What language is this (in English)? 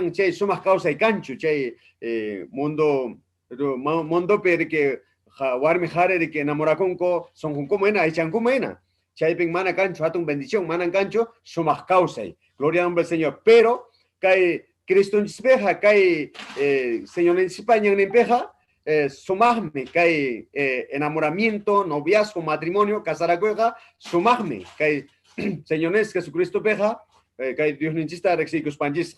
Ayacucho Quechua